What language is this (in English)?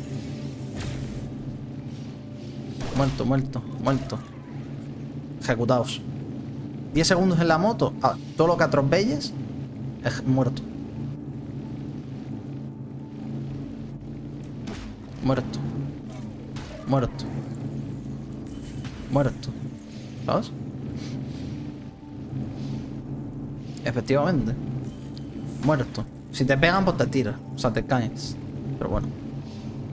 Spanish